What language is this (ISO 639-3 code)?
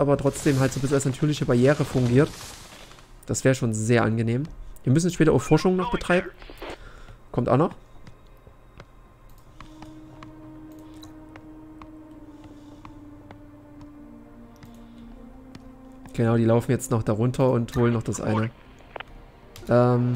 deu